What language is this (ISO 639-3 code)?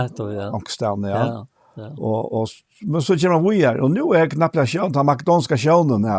fao